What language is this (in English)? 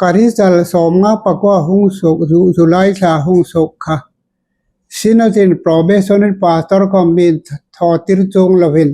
Hmar